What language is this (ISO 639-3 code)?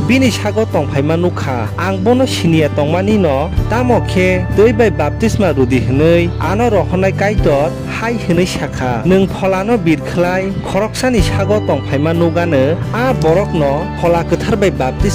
trp